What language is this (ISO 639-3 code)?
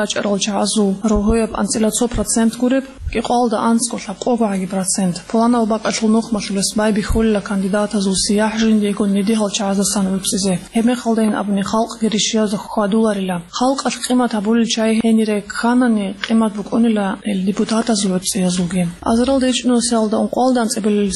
ava